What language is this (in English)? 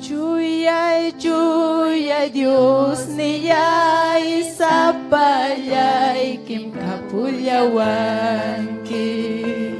Ayacucho Quechua